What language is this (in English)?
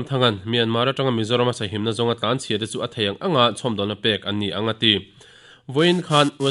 Mizo